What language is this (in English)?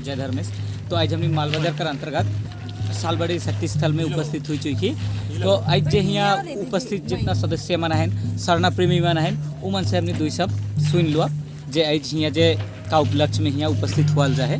Sadri